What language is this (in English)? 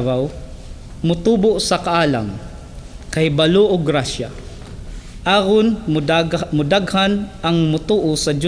Cebuano